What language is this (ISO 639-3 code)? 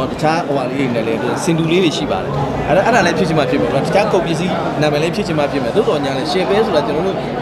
mya